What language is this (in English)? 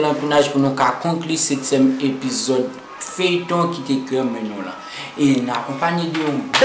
Haitian Creole